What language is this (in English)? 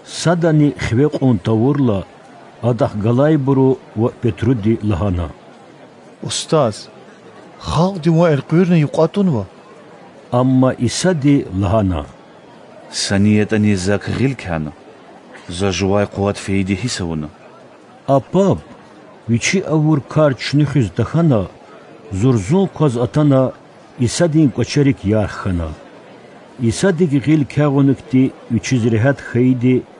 Lezghian